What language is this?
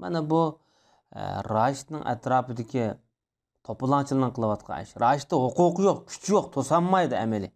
Uyghur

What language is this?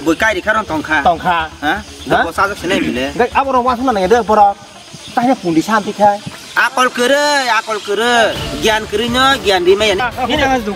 Kok Borok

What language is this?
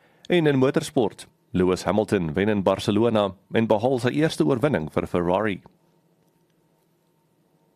Afrikaans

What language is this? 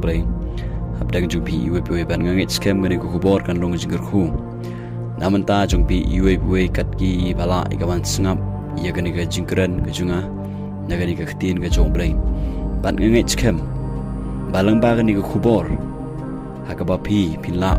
Khasi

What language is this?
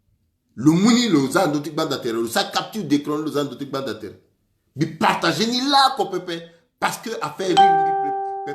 Sango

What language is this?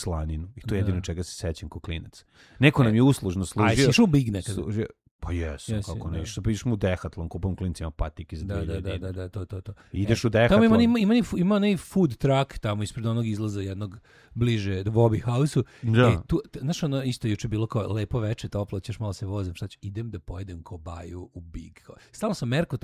Serbian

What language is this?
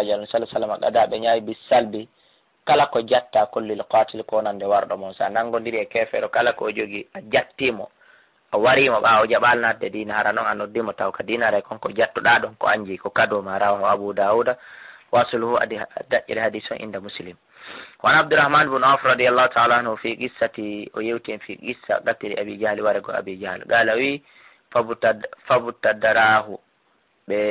Fula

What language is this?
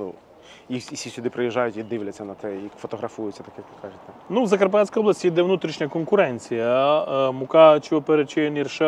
Ukrainian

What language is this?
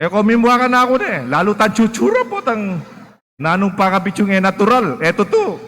Pampanga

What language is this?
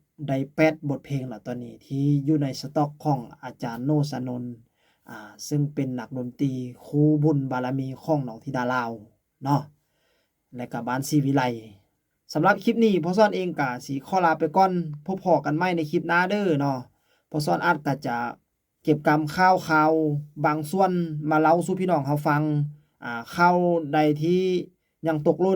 Lao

